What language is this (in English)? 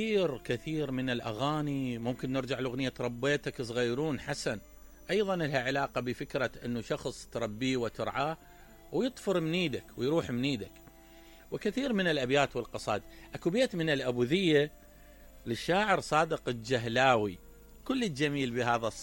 Mesopotamian Arabic